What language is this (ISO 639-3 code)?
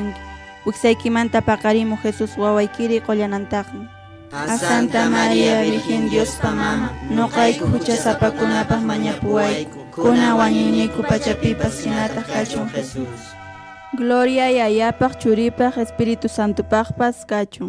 que